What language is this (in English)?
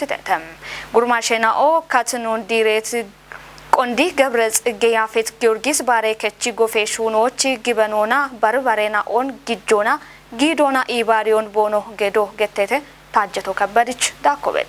Kafa